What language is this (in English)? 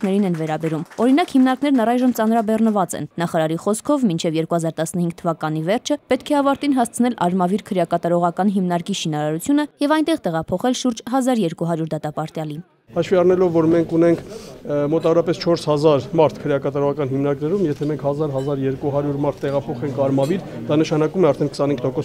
Armenian